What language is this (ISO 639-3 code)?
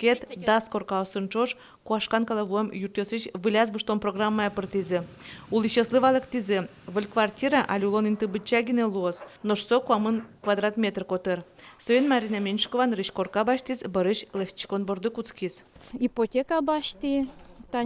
udm